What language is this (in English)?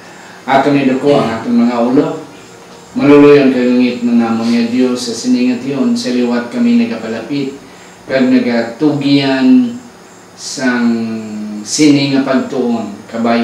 Hiligaynon